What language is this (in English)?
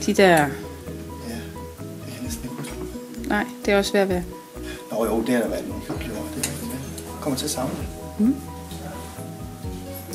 Danish